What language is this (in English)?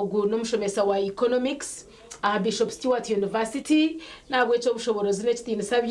Nyankole